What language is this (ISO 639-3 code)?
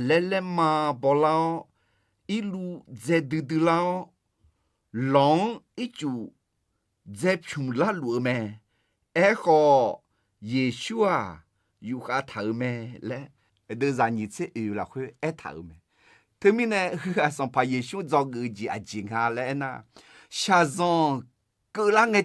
ahk